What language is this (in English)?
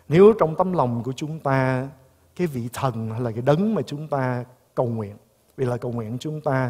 Vietnamese